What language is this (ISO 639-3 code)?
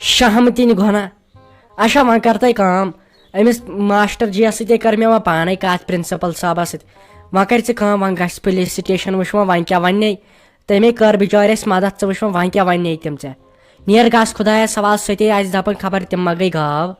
kas